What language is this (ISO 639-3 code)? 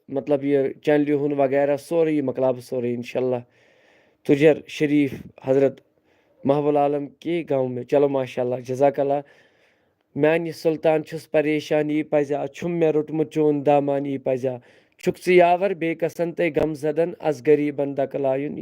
kas